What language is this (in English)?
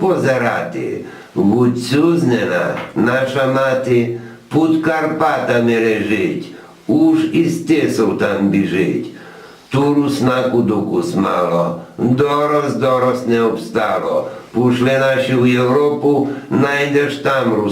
Rusyn